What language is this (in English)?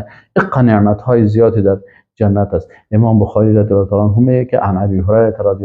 Persian